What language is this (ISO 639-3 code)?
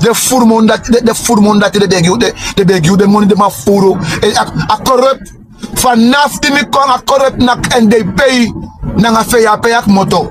srn